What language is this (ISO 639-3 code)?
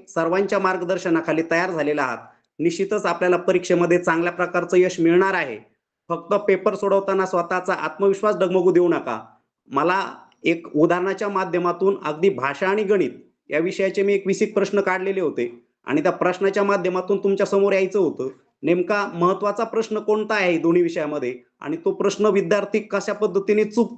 mar